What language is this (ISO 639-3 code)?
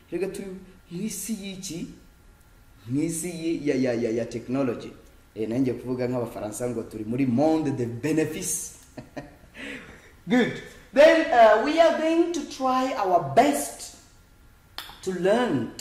kin